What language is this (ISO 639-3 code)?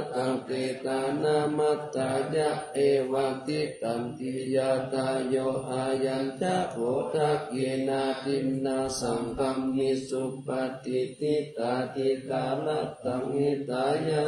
pli